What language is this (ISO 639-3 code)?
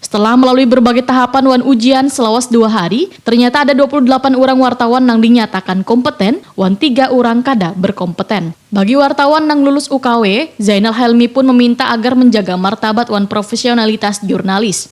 bjn